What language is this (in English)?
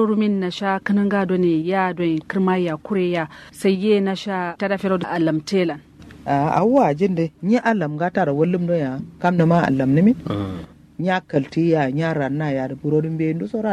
Kanuri